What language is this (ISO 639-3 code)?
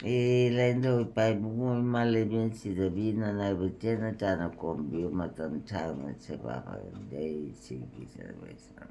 mni